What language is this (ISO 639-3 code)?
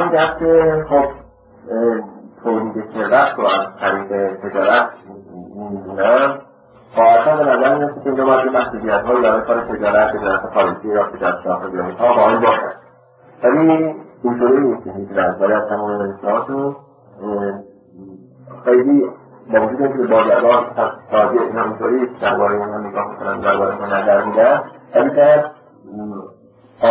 fas